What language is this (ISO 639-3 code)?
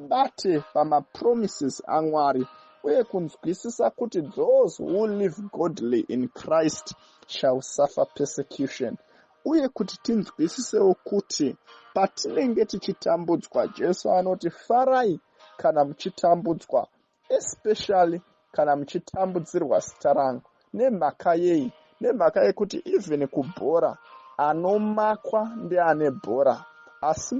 sna